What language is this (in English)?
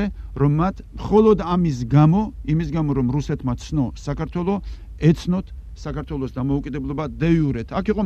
Georgian